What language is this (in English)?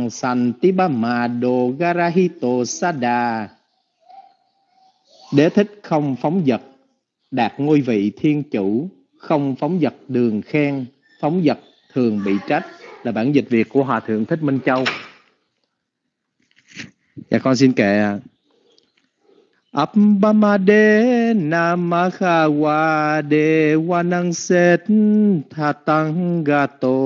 Vietnamese